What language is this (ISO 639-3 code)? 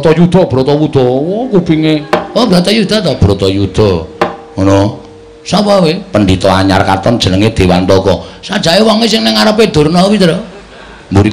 jav